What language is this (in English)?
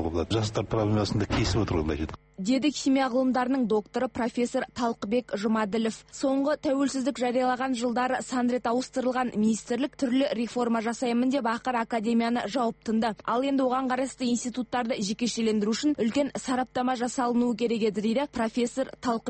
Kazakh